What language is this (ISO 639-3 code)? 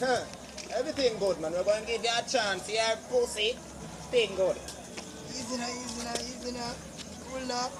jam